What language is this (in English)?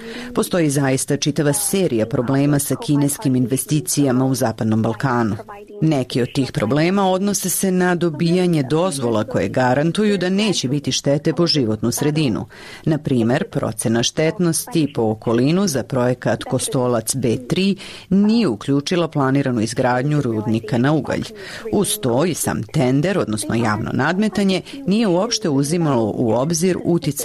Serbian